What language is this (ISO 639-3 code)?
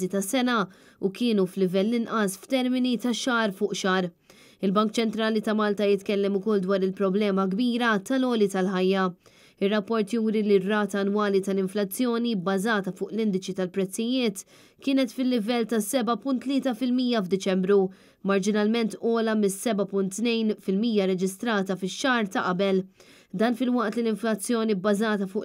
mlt